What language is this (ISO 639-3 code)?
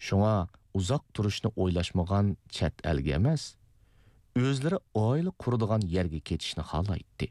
uig